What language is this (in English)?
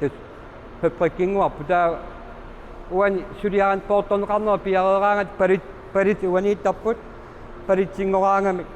Kalaallisut